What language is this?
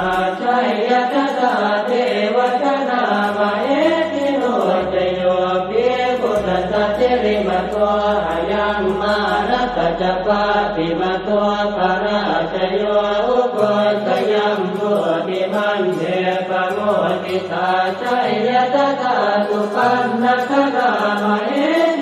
Pali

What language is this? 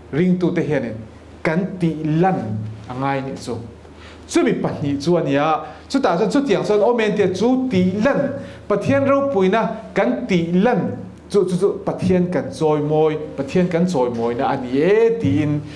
Mizo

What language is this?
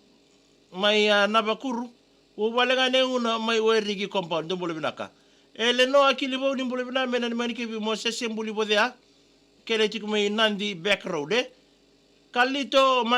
Fijian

